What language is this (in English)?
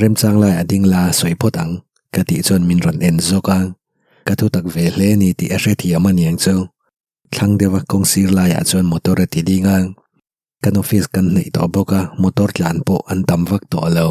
Mizo